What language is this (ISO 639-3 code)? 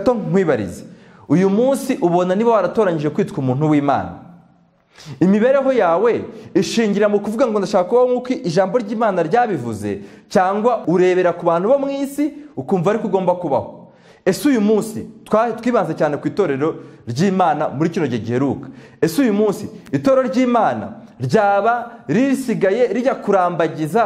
kin